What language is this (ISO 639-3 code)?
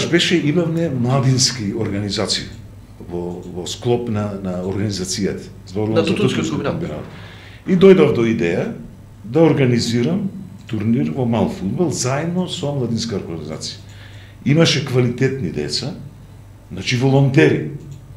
mkd